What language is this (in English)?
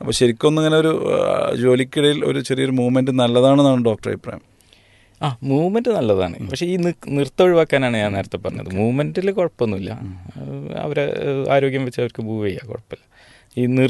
Malayalam